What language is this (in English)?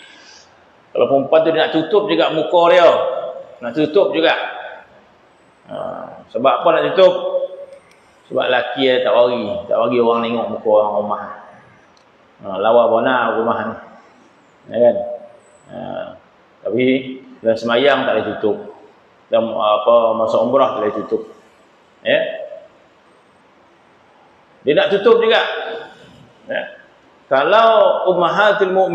Malay